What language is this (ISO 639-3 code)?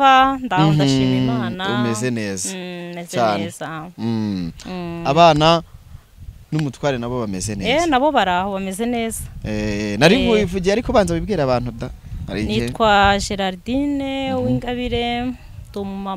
kin